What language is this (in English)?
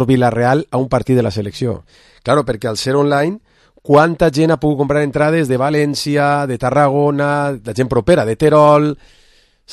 Catalan